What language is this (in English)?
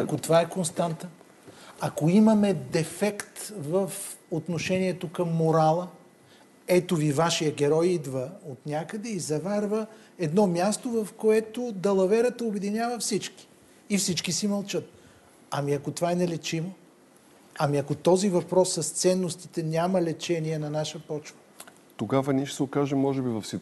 Bulgarian